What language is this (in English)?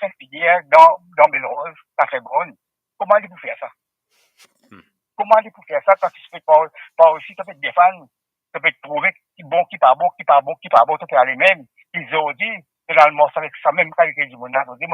Morisyen